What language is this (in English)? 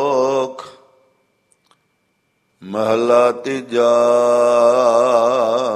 Punjabi